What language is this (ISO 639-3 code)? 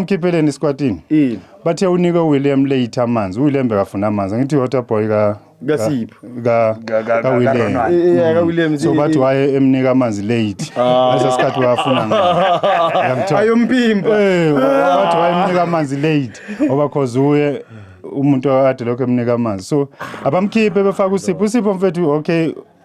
zul